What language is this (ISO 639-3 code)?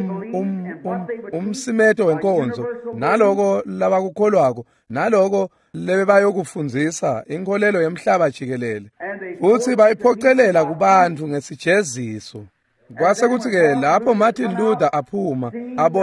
ssw